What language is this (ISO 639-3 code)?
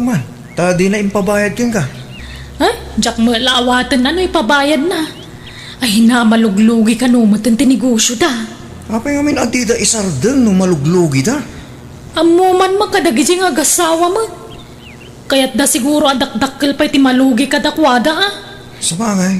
ilo